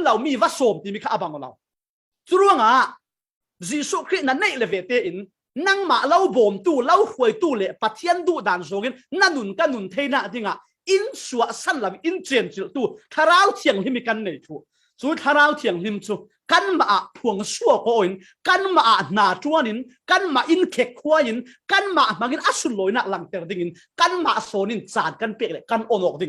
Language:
Falam Chin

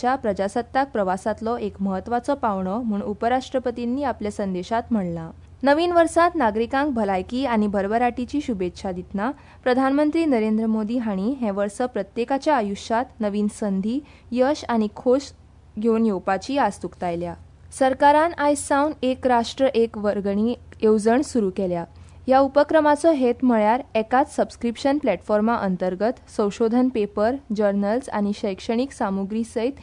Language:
Konkani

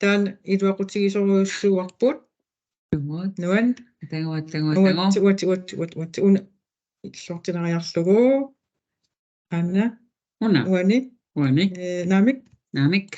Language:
Kalaallisut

